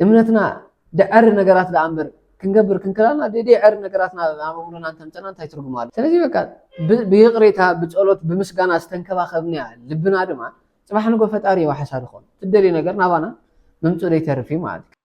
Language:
Tigrinya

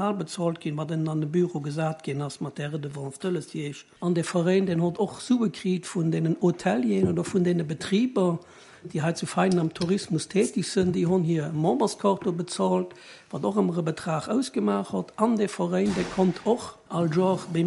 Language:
Luxembourgish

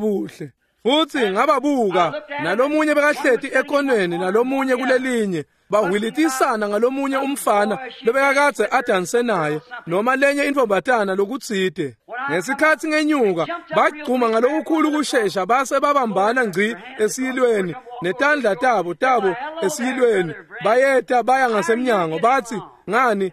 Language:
Swati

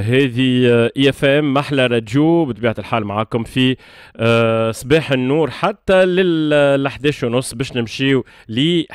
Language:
Tunisian Arabic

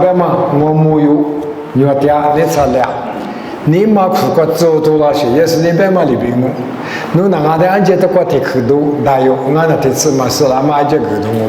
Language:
Lisu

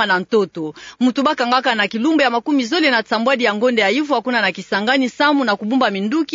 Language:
Kituba (Democratic Republic of Congo)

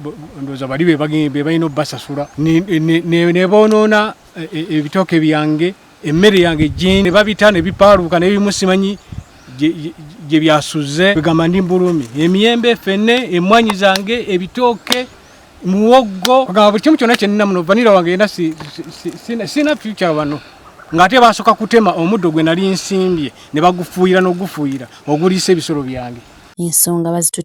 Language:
Ganda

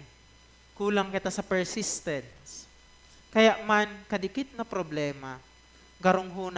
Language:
Bikol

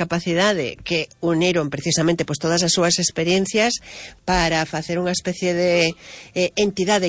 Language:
Galician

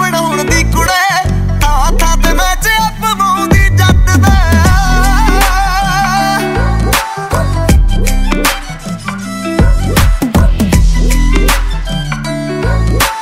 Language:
Punjabi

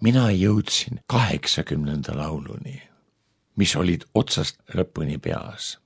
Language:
Estonian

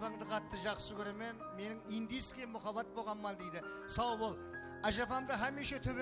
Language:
Kara-Kalpak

